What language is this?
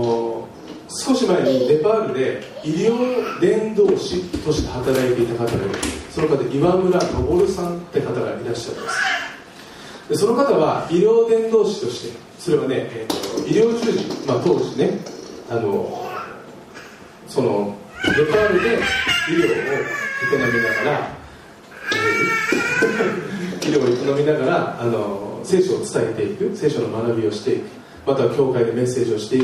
Japanese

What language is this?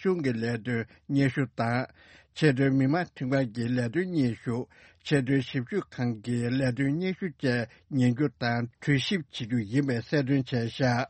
Tibetan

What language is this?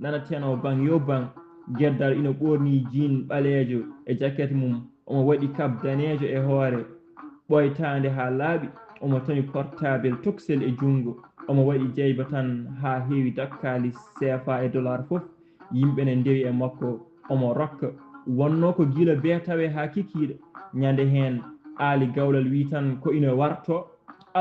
Fula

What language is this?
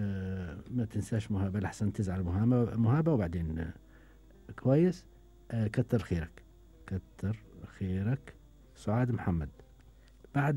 Gulf Arabic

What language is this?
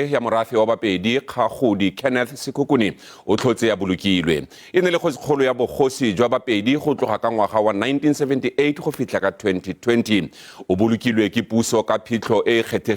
Tswana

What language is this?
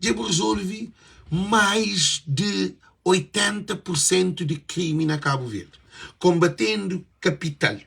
Kabuverdianu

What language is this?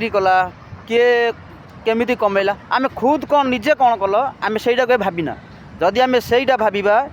Odia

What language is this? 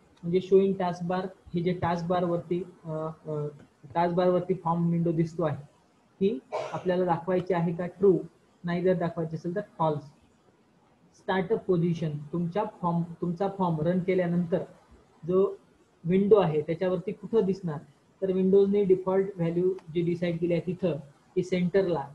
Marathi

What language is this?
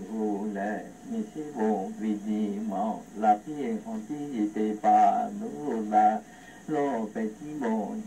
Lahu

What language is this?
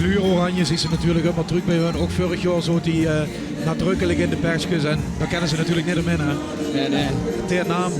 Limburgish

